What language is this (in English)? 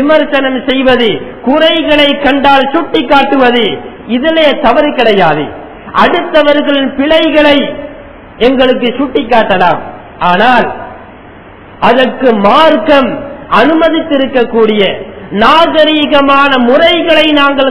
Tamil